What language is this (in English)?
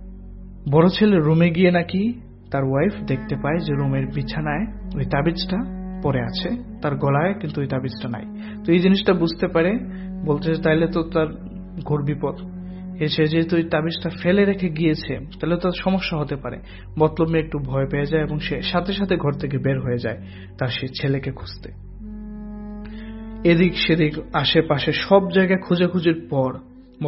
Bangla